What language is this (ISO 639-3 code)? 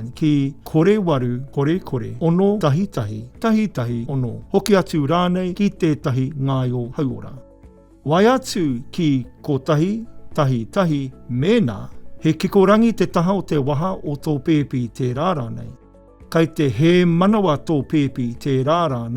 mri